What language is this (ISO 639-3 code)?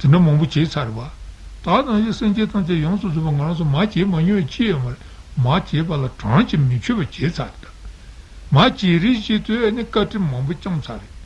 bod